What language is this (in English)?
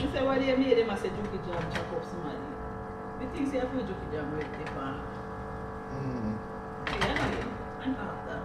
Jamaican Creole English